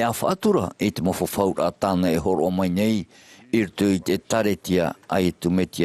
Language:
Tahitian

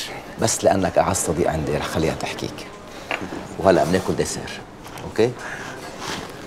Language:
North Levantine Arabic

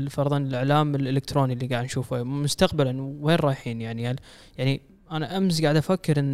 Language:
Gulf Arabic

